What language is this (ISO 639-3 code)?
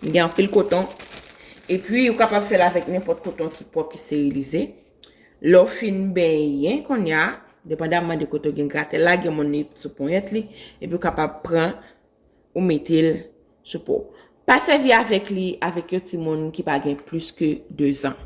hat